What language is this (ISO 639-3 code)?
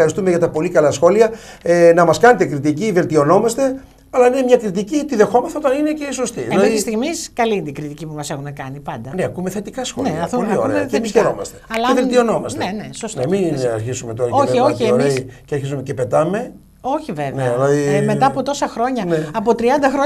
ell